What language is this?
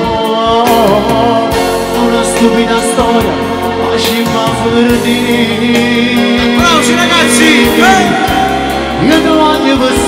Italian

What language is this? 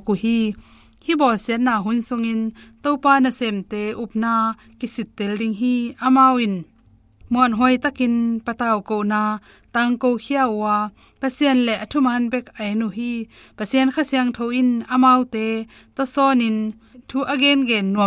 Tedim Chin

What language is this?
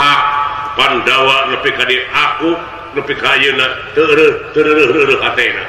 Sundanese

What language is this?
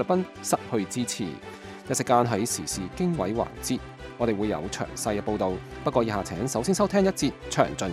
Cantonese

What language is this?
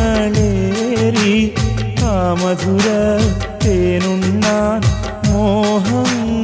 Malayalam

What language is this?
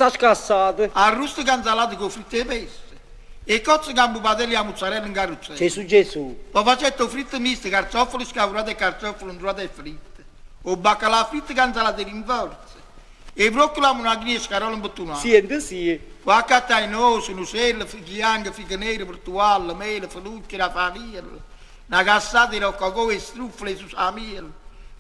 Neapolitan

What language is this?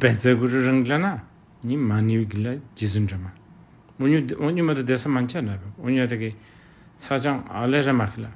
Tibetan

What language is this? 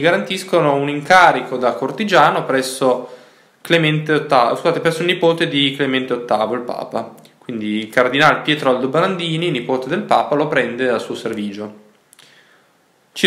Italian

